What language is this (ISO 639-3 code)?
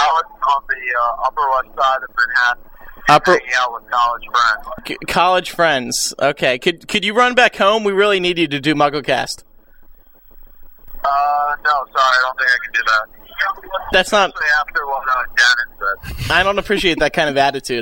eng